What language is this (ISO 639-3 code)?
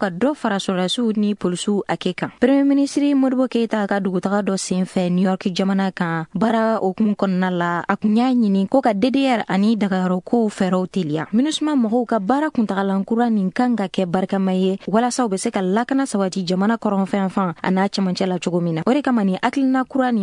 bam